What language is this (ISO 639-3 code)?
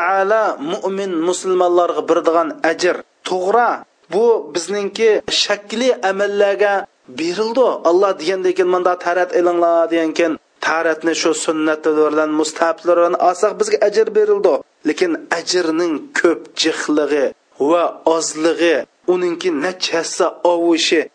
uig